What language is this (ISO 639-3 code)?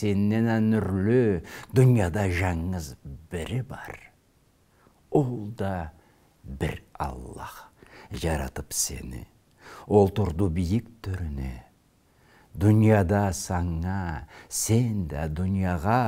krc